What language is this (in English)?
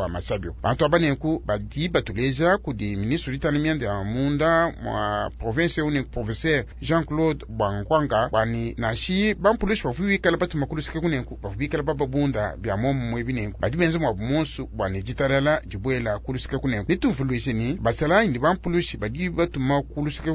Luba-Lulua